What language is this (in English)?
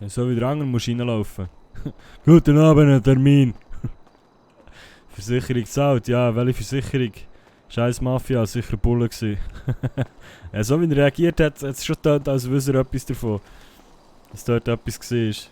Swiss German